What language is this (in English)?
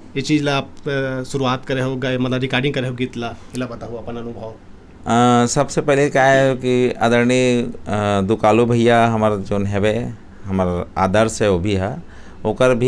Chhattisgarhi